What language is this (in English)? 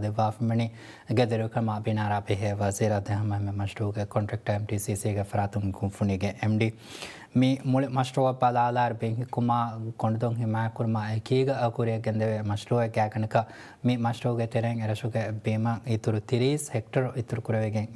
Divehi